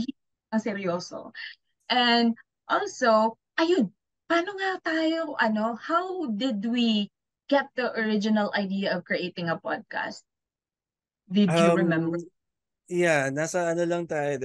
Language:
Filipino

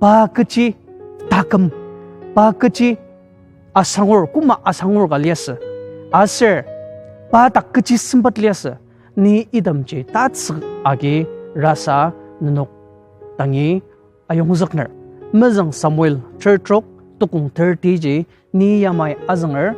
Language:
Ao Naga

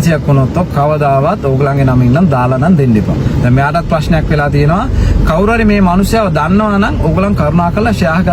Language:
Sinhala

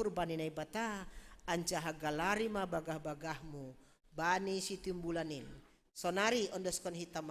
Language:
Batak Simalungun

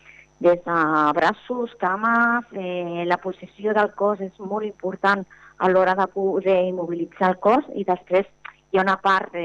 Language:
Catalan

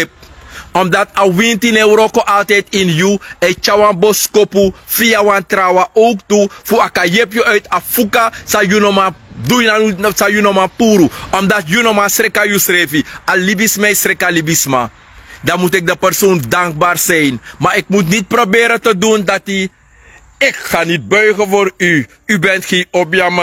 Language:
Sranan Tongo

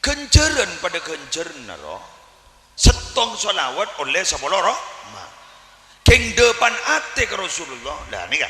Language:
Madurese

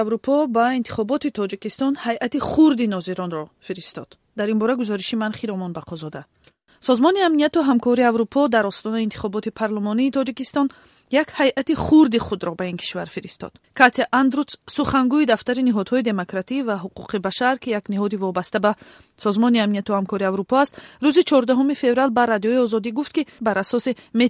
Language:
Tajik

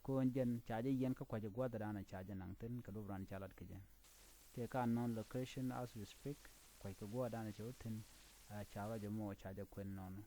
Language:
Nuer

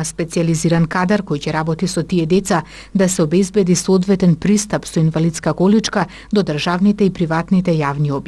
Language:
Macedonian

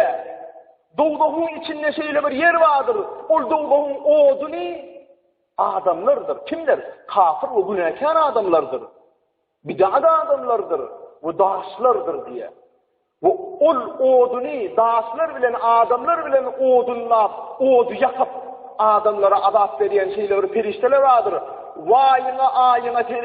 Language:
Turkmen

